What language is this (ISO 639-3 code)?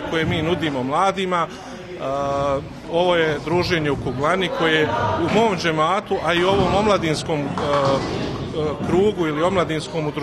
bos